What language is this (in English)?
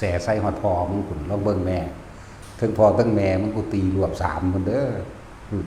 Northeastern Thai